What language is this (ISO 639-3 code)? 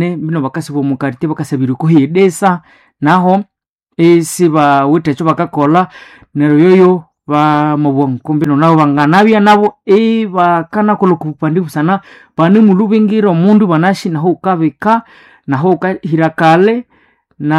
nnb